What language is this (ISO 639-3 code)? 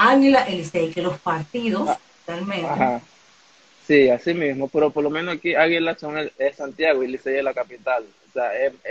spa